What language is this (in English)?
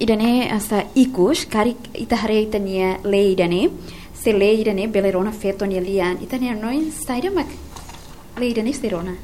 Tetum